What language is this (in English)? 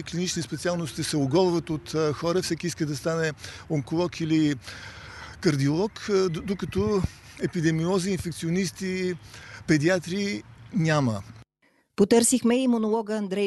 Bulgarian